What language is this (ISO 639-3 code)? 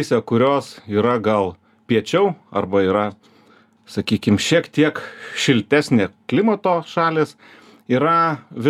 lit